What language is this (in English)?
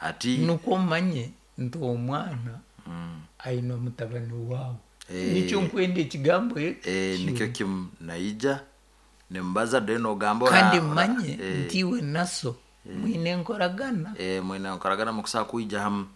Nyoro